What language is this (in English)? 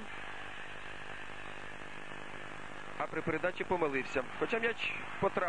Ukrainian